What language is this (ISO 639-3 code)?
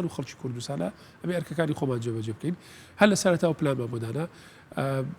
ckb